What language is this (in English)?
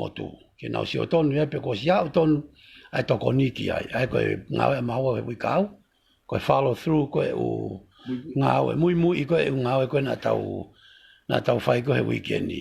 Tongan